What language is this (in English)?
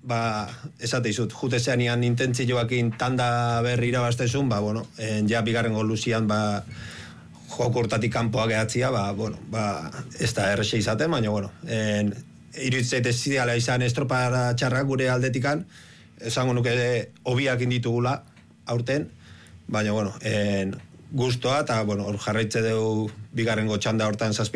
Basque